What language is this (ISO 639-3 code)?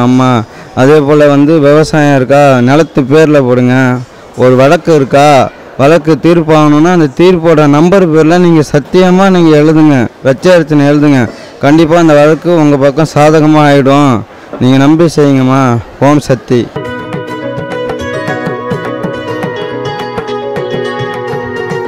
tam